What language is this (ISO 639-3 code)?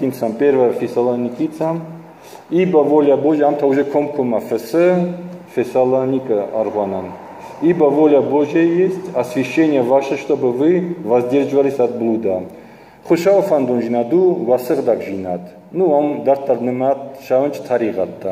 oss